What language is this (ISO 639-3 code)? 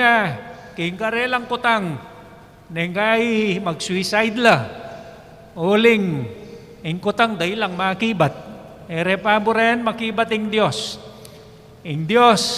pam